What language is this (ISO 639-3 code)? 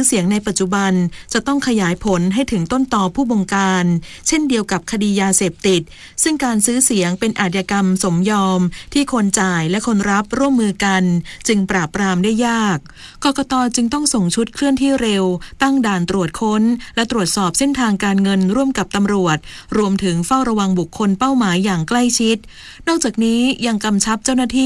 tha